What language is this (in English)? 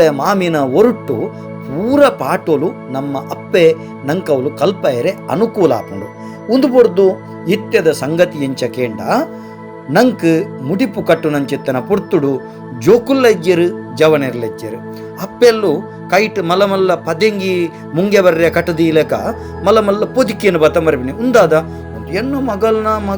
Tulu